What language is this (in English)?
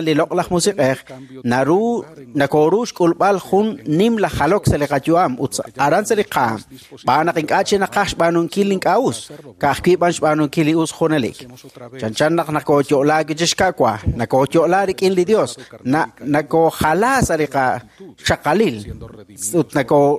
Kekchí